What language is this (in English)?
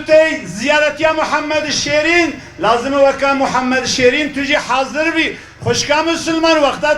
Kurdish